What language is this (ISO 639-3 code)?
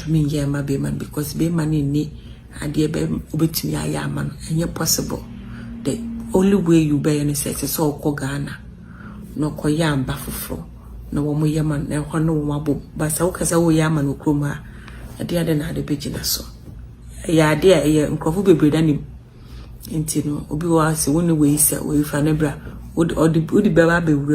aka